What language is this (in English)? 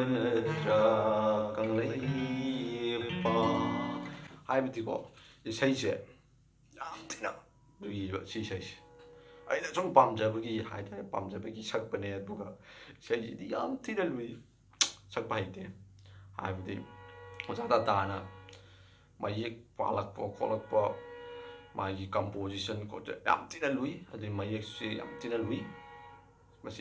Manipuri